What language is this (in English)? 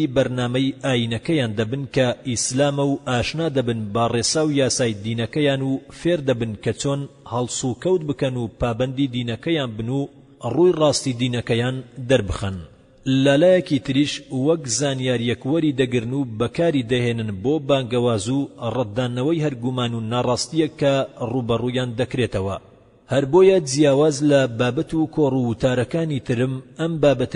Central Kurdish